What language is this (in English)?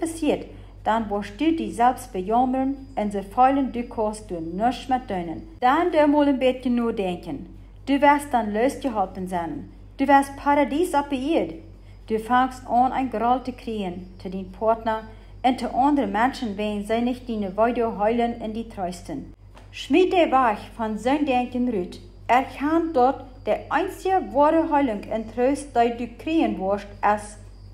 Plautdietsch